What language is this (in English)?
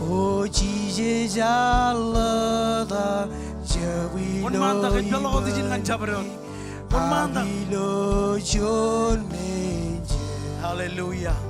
Marshallese